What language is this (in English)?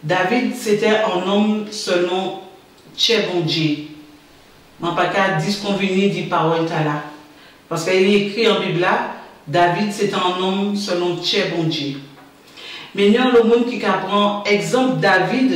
Guadeloupean Creole French